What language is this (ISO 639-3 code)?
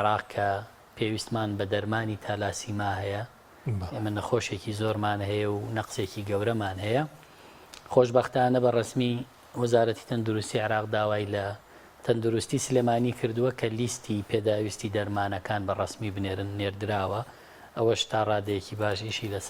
ckb